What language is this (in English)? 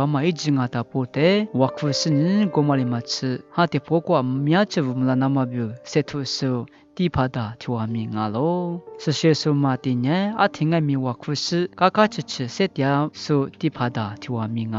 Lisu